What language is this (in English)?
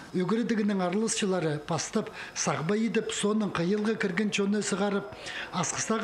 Khakas